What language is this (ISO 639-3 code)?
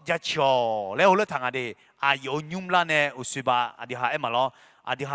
ahk